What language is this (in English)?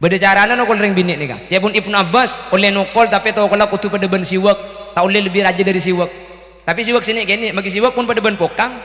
Madurese